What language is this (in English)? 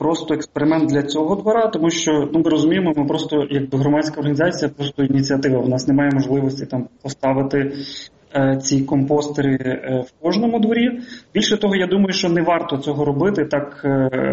Ukrainian